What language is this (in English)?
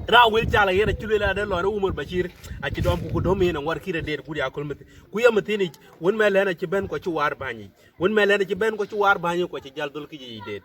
Dinka